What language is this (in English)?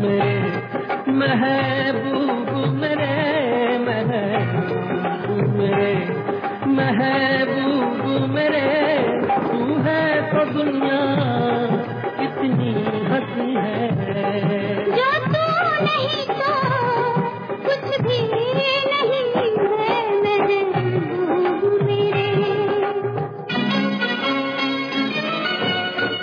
Hindi